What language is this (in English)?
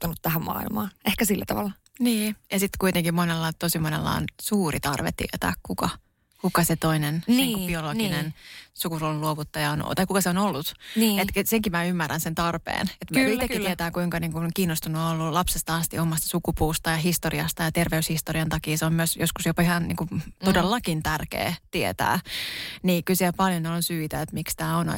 Finnish